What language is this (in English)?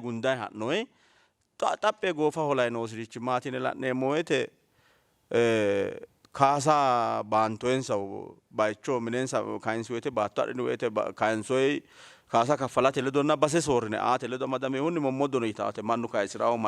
Sidamo